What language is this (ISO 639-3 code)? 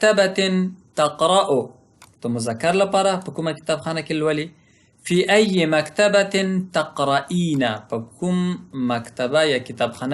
pus